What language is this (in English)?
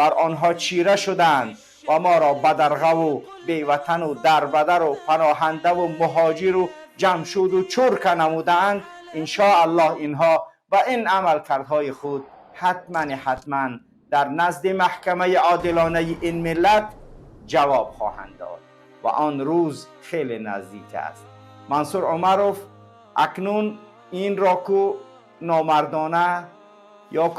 Tajik